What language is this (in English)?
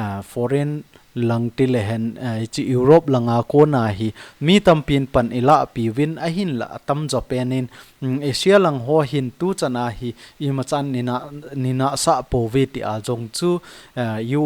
Thado Chin